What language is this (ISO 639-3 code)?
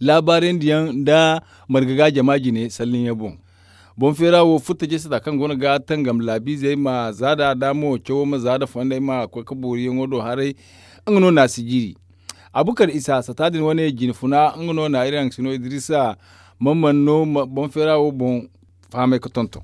dje